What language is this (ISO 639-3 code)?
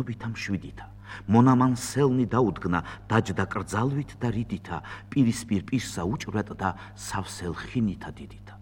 kat